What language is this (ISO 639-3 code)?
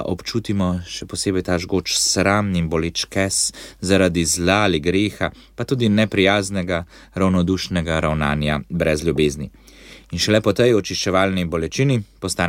slv